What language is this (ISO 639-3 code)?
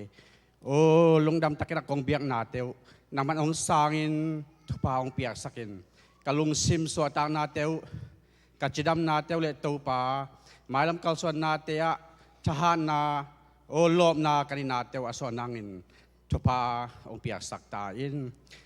ctd